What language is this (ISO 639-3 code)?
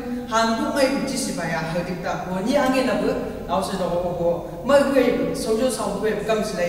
nbc